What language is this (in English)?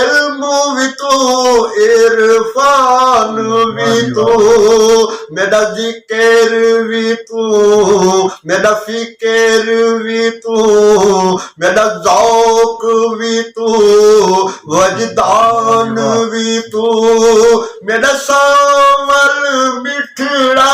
Saraiki